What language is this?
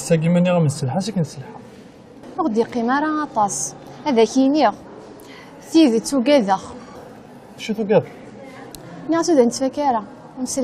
Kabyle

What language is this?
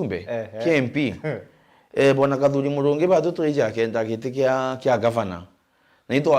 Meru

